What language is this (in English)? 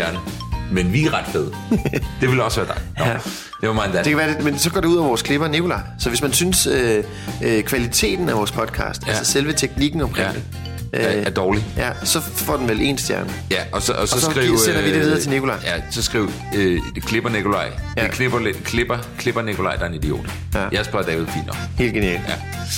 Danish